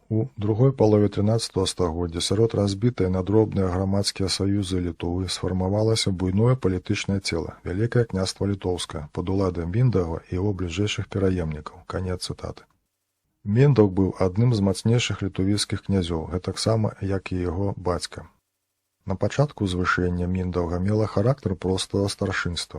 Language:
Belarusian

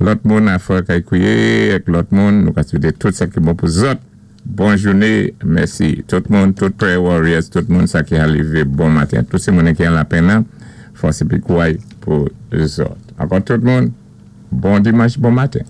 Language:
Saint Lucian Creole French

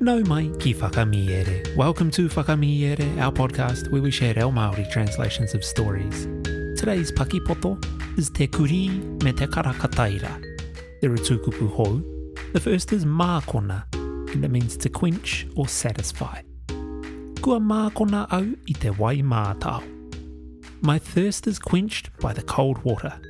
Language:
Māori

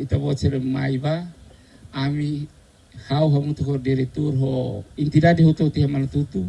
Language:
Tetum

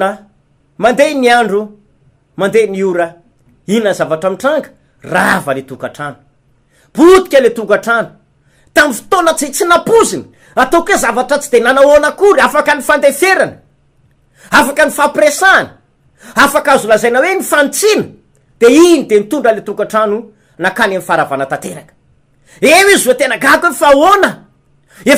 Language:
Malagasy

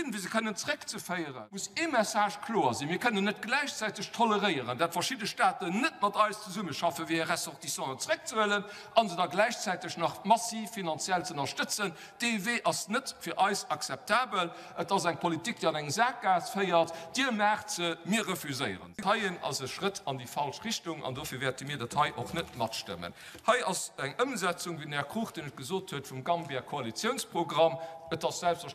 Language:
Luxembourgish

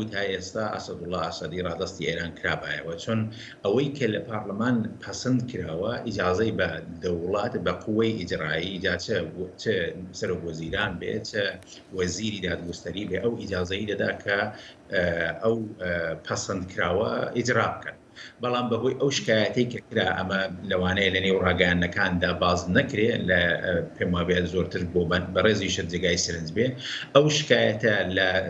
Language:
Central Kurdish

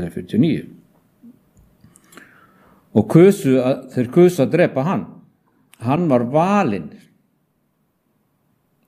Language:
Icelandic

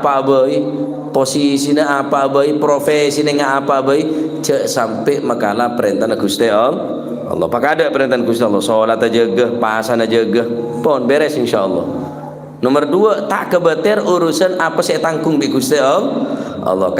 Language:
Madurese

